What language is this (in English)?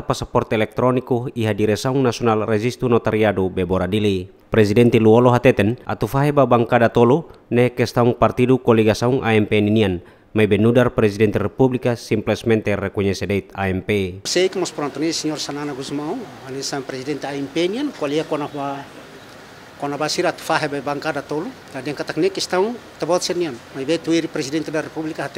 Tetum